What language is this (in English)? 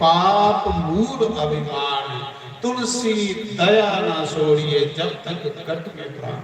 Dogri